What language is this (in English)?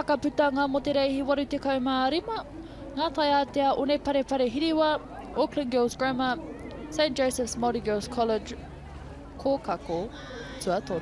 Māori